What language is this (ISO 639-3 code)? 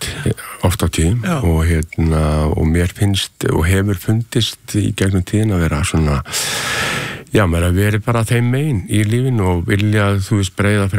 isl